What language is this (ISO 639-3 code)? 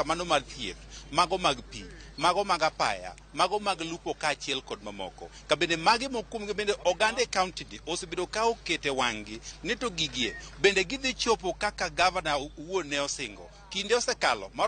luo